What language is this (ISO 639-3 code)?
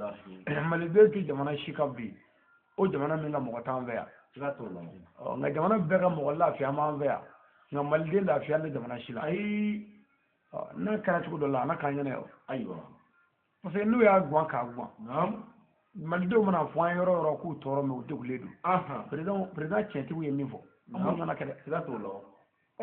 bam